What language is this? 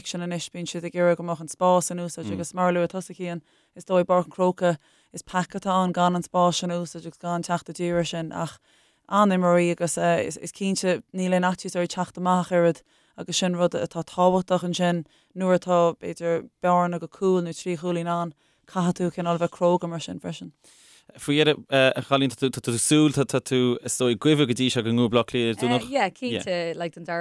Irish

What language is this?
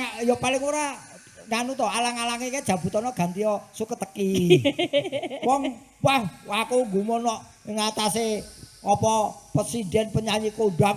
Javanese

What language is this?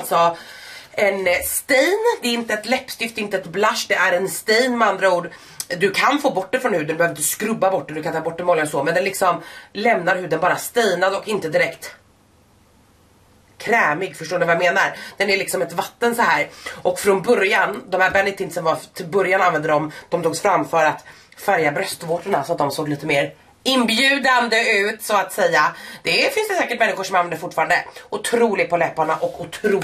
Swedish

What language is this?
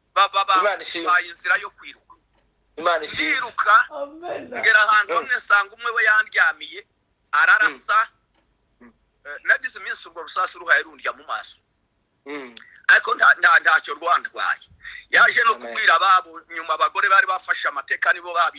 Kinyarwanda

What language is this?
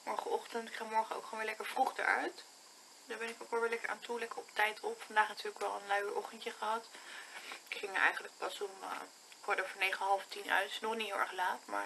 Dutch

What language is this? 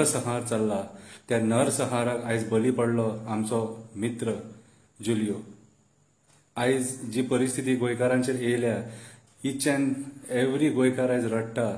Konkani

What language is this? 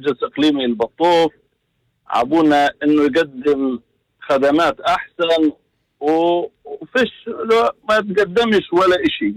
North Levantine Arabic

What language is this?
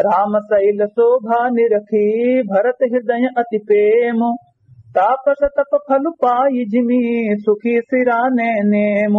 Awadhi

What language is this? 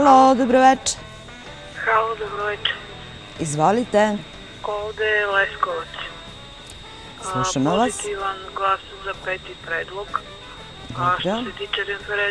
Serbian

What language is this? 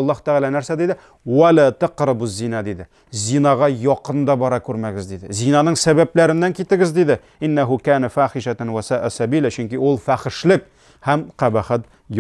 Tatar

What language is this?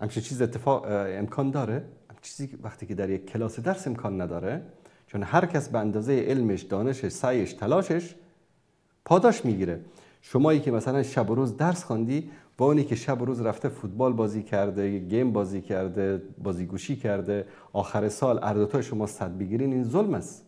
Persian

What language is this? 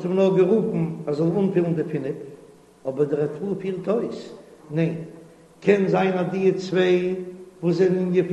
Yiddish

